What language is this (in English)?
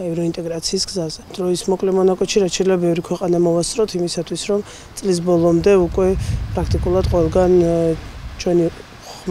Georgian